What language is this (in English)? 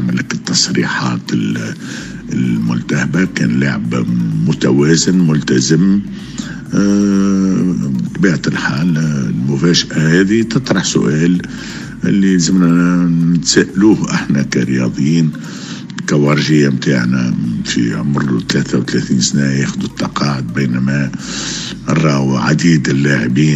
Tunisian Arabic